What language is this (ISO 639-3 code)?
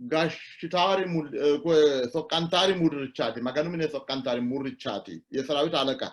sid